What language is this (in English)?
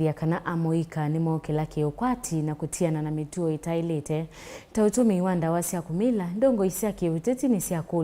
Kamba